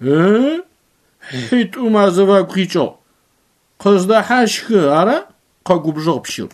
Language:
Adyghe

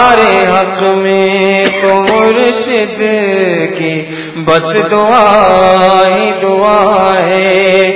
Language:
Urdu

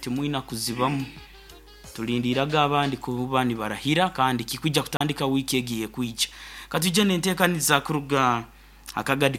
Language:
Nyoro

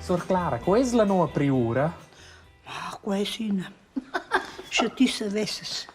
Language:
Romansh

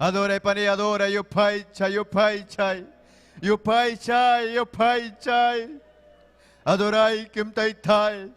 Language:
Ayacucho Quechua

